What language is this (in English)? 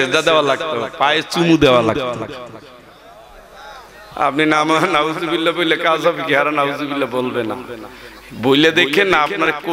Bangla